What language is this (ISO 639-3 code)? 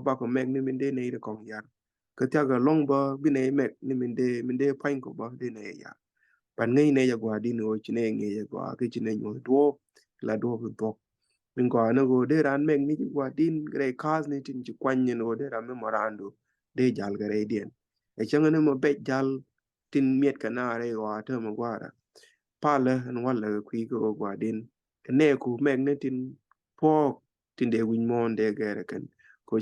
nus